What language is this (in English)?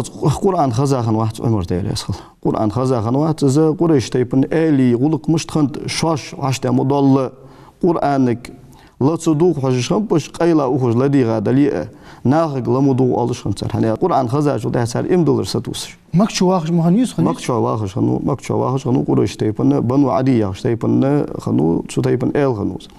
Ingush